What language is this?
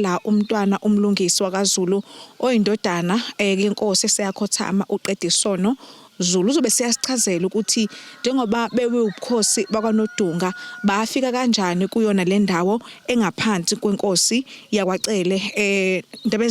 Zulu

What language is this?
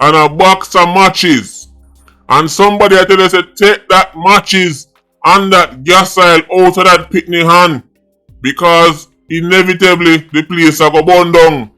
Jamaican Creole English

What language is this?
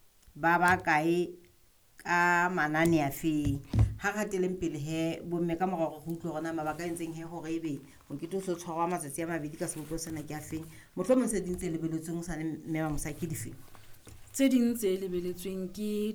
Southern Sotho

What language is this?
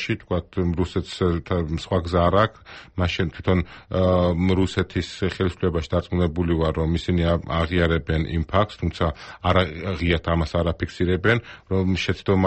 Georgian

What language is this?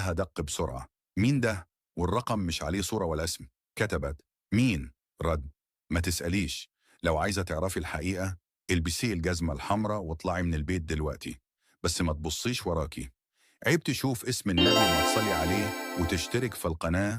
Egyptian Arabic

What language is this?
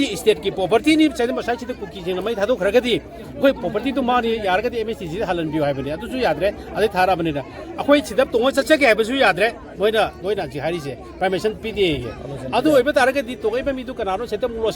Manipuri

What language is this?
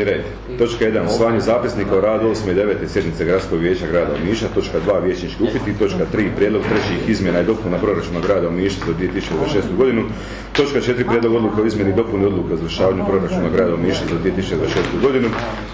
Croatian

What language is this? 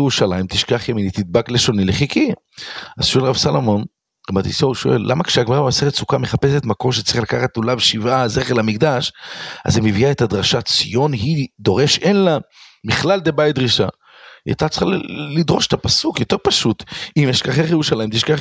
Hebrew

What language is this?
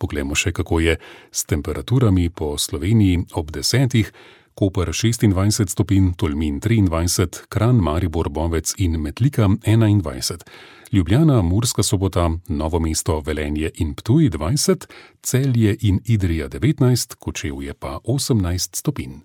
Slovenian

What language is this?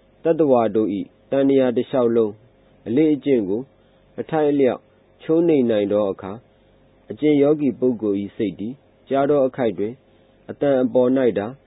Burmese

